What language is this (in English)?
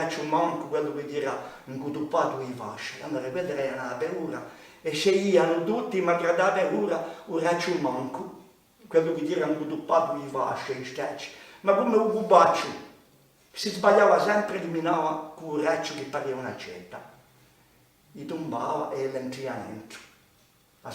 Corsican